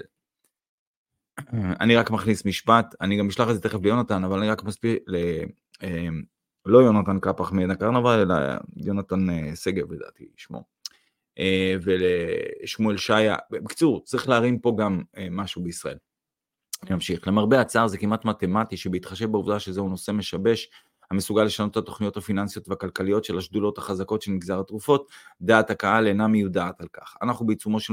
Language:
Hebrew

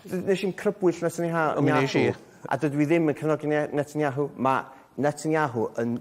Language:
Welsh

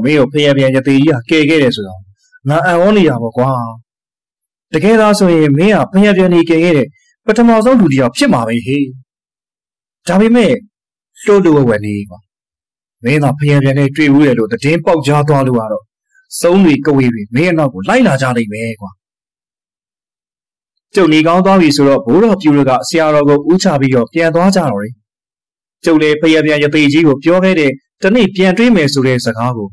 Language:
Burmese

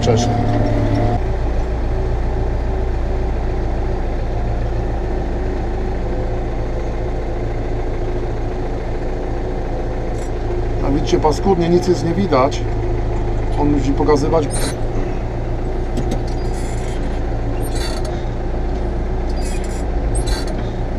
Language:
Polish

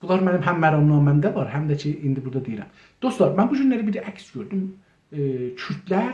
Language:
South Azerbaijani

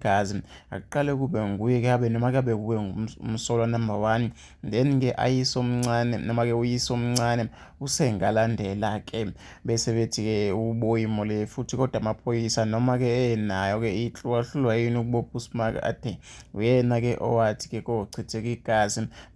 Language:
Zulu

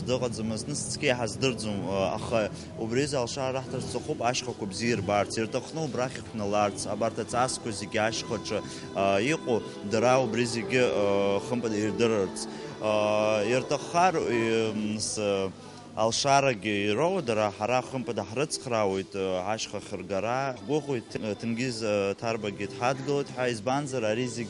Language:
Abkhazian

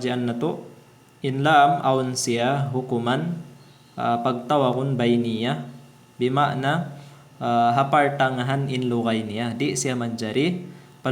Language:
Tausug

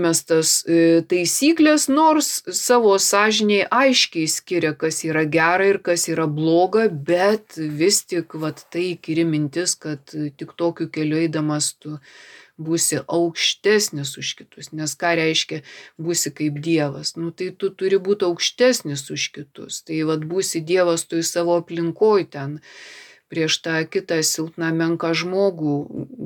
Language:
Lithuanian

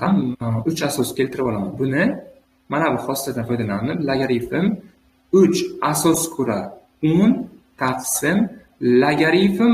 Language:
Uzbek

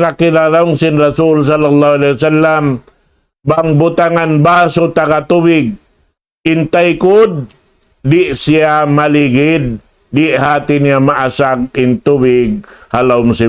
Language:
Tausug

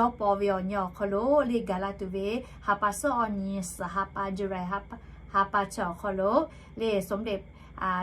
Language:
Lahu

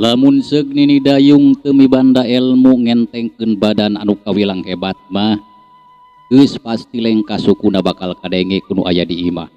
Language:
Sundanese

